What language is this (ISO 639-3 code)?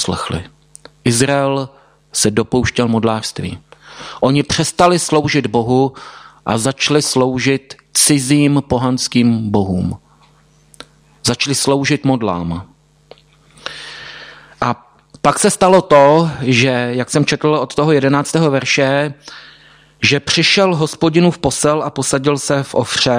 ces